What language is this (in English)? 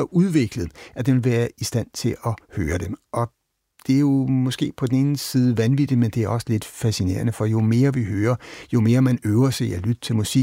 Danish